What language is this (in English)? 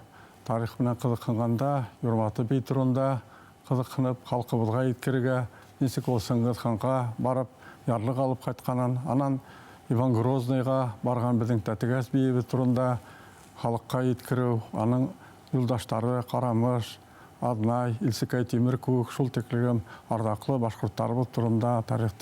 Bashkir